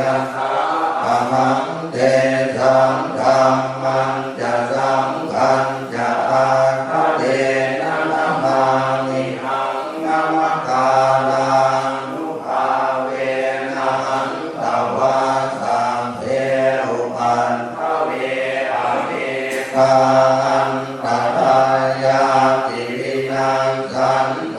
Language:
Pali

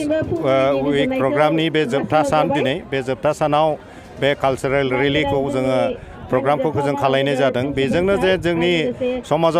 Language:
Bodo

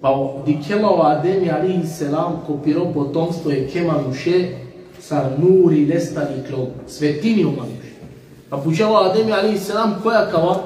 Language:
Balkan Romani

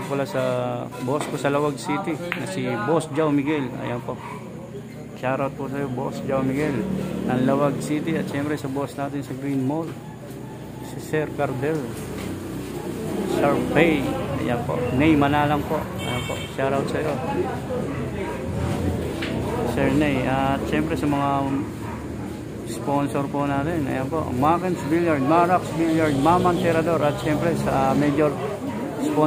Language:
Filipino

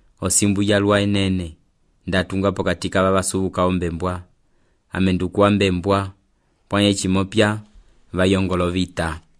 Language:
Umbundu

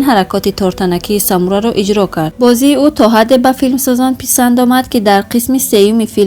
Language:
Tajik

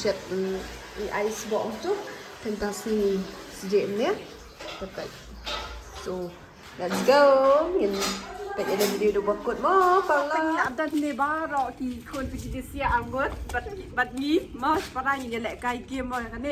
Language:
Khasi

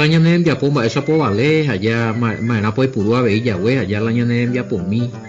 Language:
Guarani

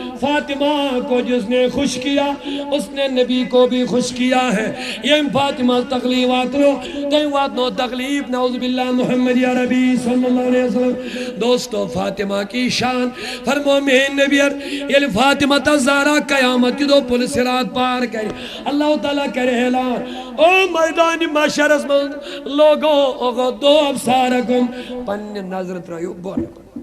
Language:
Kashmiri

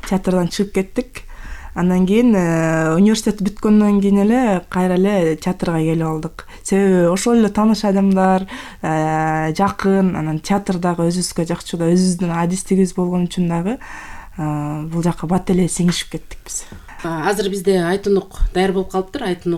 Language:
Kyrgyz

